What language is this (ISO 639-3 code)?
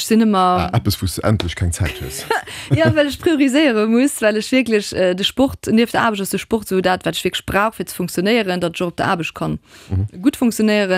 ltz